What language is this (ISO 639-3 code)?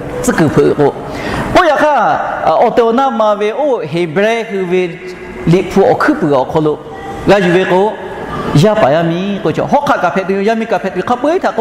lhu